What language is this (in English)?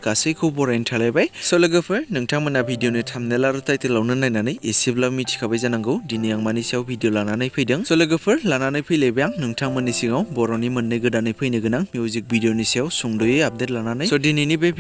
Bodo